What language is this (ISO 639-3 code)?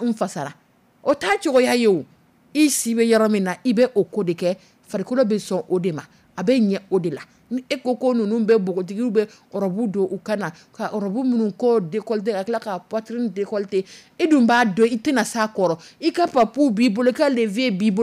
dyu